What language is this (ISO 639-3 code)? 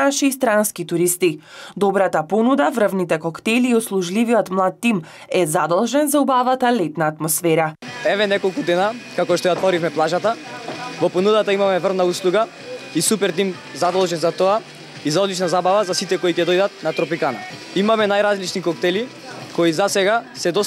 mkd